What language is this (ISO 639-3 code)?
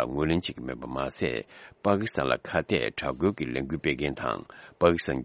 bod